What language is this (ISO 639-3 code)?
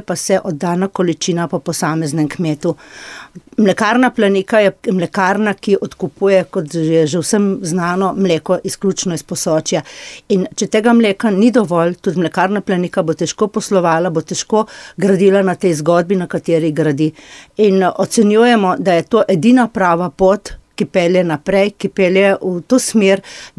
slv